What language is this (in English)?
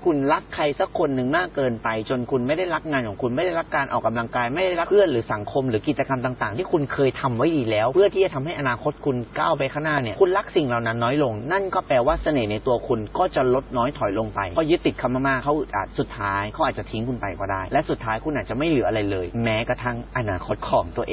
Thai